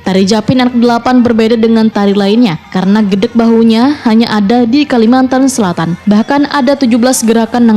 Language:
Banjar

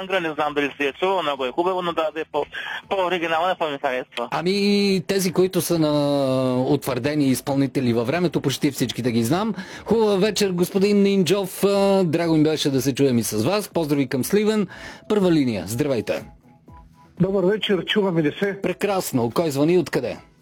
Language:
Bulgarian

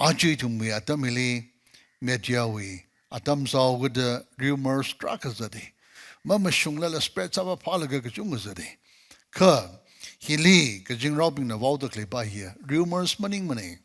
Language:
Tangkhul Naga (India)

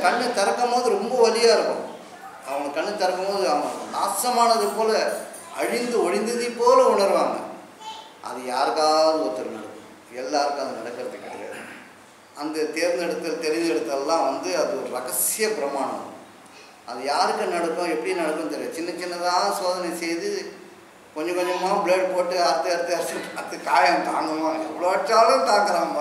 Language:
Tamil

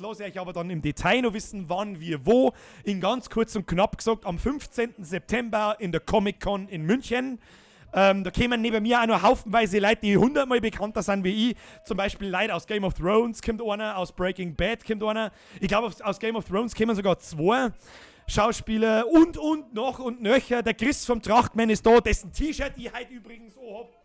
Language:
Bavarian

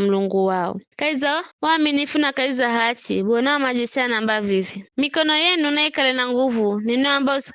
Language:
Giryama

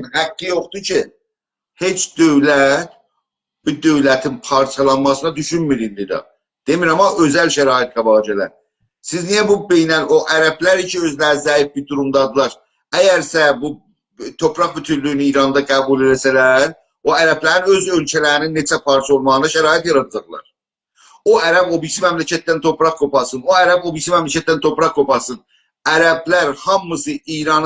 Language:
South Azerbaijani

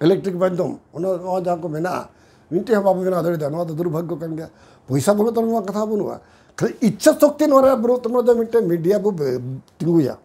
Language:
Santali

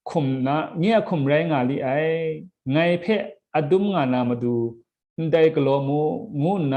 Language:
Kachin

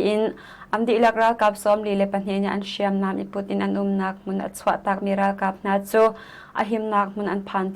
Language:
Hakha Chin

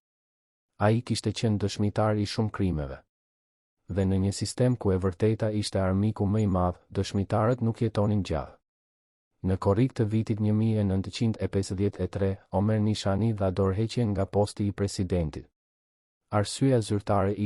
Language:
Albanian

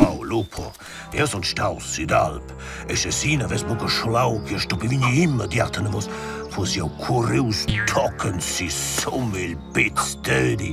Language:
Romansh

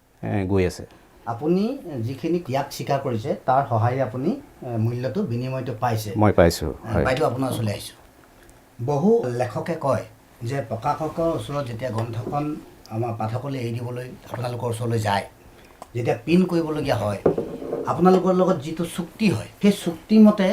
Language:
Assamese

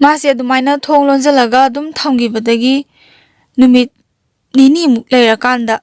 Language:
Manipuri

